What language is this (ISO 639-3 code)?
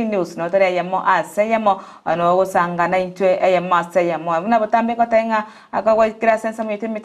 guz